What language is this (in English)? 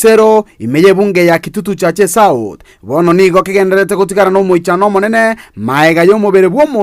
Gusii